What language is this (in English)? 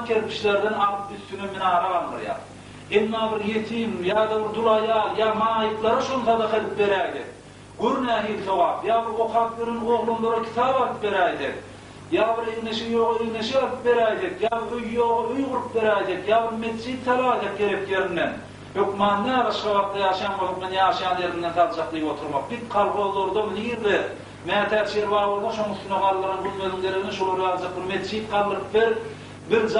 Turkmen